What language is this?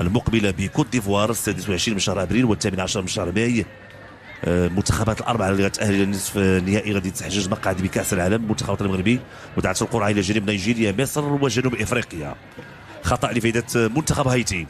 Moroccan Arabic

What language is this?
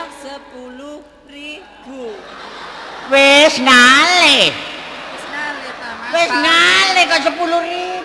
Javanese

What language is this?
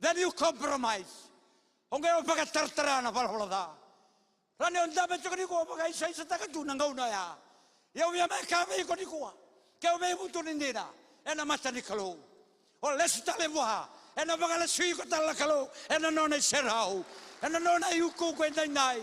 Fijian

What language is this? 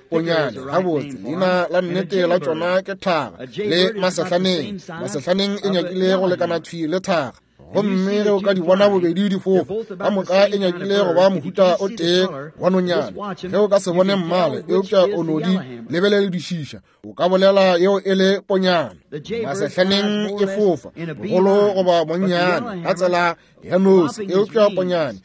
Northern Sotho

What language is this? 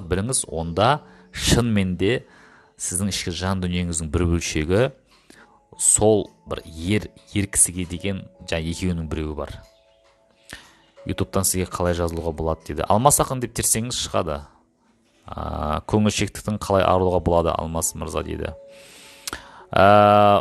Kazakh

